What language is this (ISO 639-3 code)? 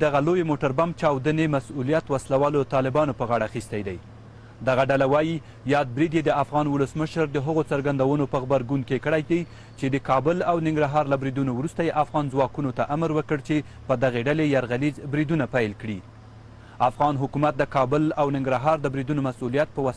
pus